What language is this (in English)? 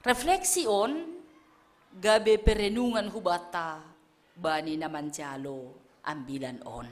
Batak Simalungun